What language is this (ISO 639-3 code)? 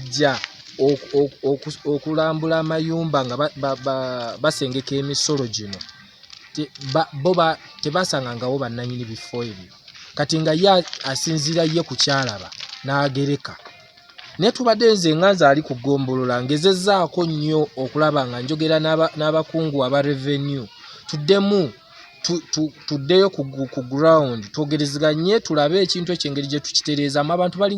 lug